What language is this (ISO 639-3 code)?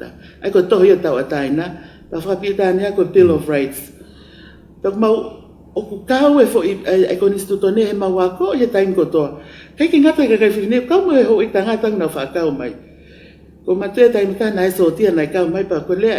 ton